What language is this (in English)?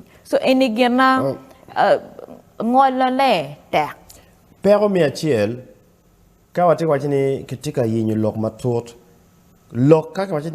Acoli